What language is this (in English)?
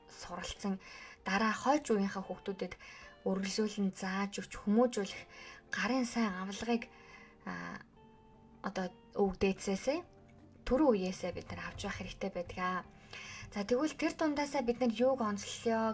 Mongolian